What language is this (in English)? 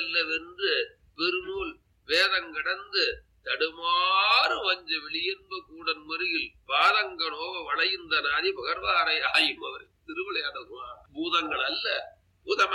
Tamil